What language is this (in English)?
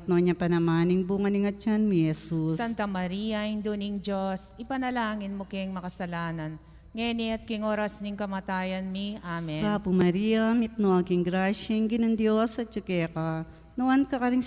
Pampanga